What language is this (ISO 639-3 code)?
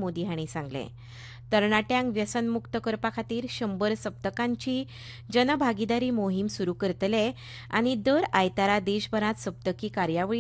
kok